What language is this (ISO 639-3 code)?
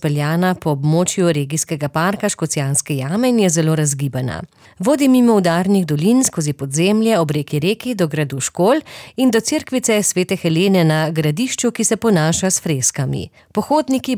slv